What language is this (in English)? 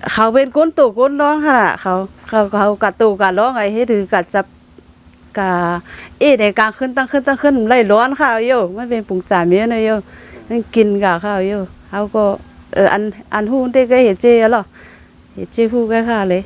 Shan